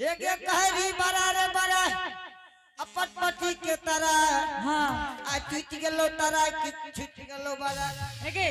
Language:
Angika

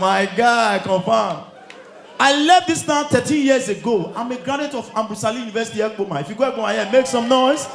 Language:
Nigerian Pidgin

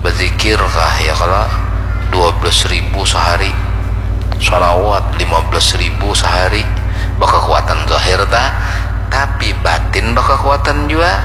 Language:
Banjar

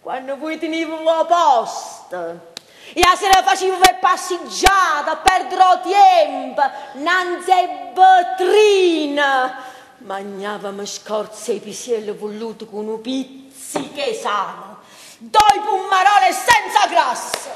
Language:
Neapolitan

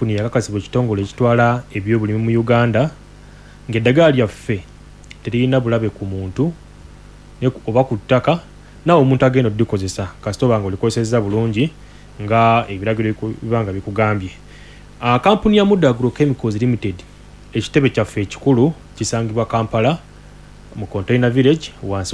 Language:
Ganda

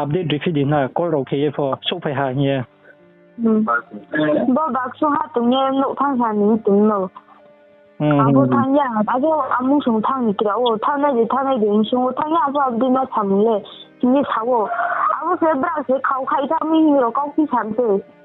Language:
Riang (India)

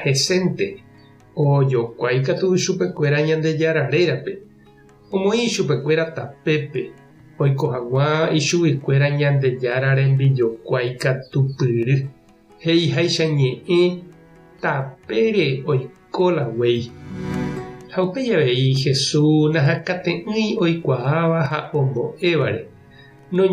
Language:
Guarani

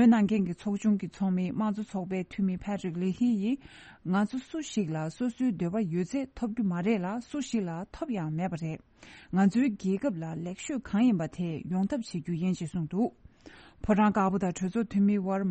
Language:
Tibetan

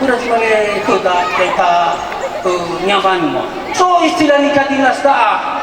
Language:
Nias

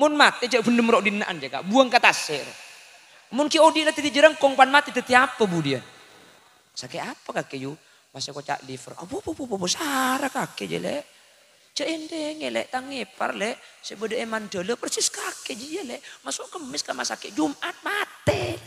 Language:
Madurese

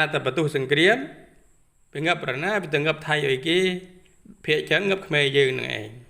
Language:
Khmer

